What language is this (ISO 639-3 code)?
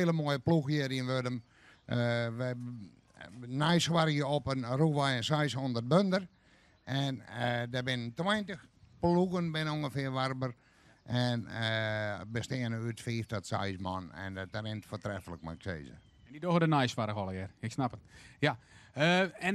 fry